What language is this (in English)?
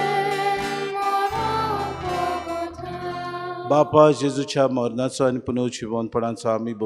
Konkani